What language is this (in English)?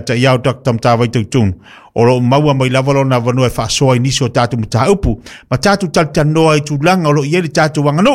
Samoan